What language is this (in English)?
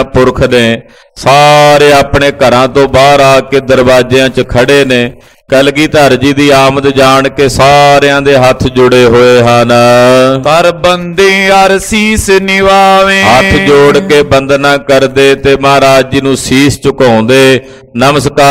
Punjabi